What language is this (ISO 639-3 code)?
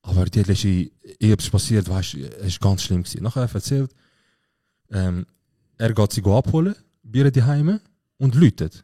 gsw